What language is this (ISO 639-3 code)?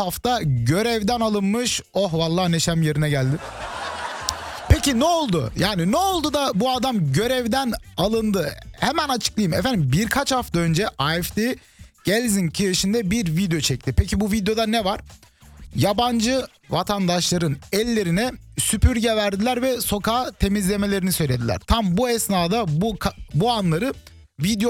tur